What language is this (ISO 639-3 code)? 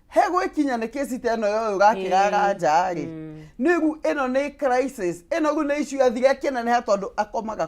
kik